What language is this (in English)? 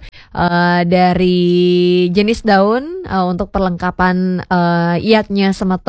Balinese